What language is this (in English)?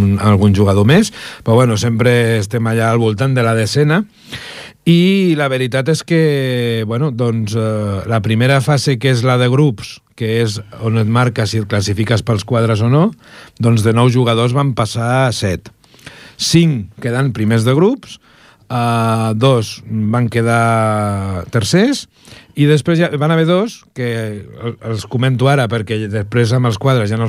Catalan